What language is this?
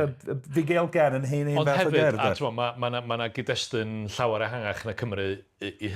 Welsh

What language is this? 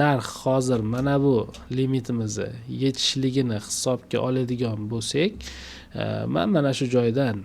Uzbek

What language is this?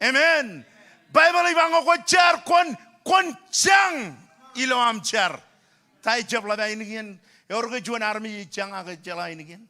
Marshallese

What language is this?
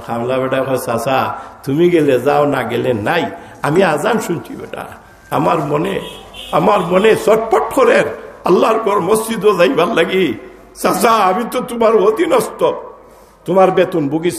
Sylheti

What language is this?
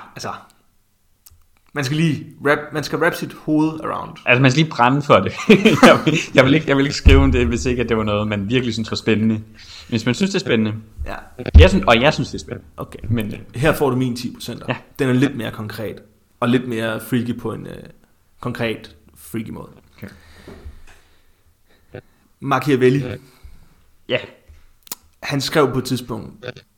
Danish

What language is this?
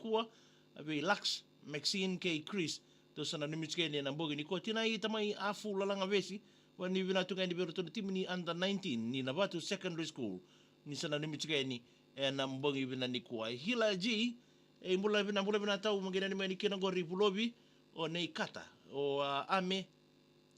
Fijian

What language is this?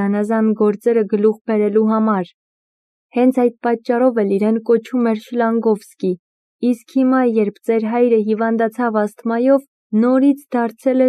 Armenian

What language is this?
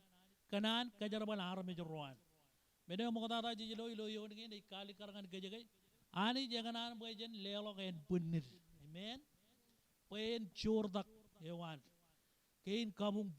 Marshallese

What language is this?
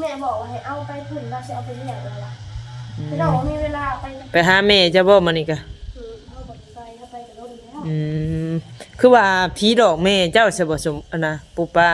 Northeastern Thai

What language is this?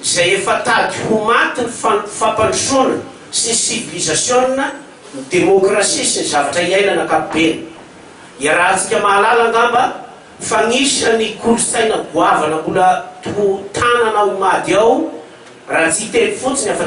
Malagasy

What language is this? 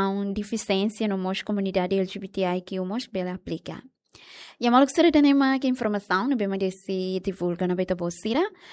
Tetum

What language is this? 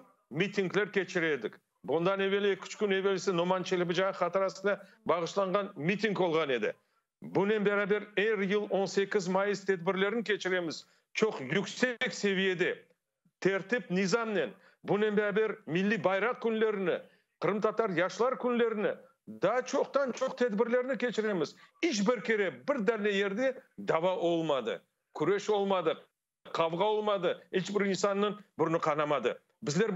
Crimean Tatar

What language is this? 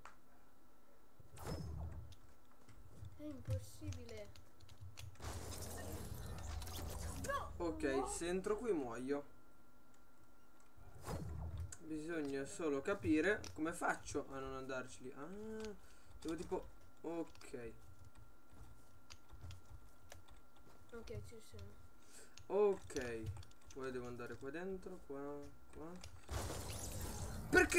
Italian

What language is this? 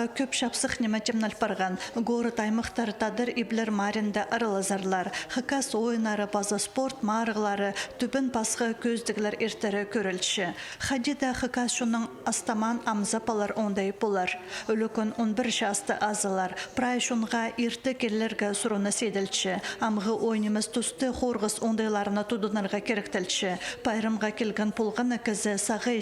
Khakas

